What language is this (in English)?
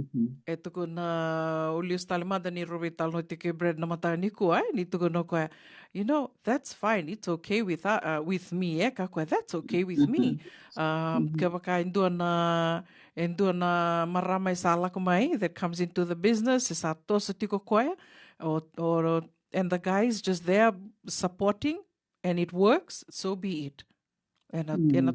Fijian